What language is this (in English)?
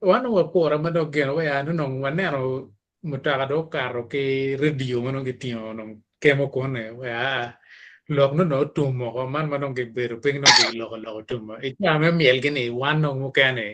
Acoli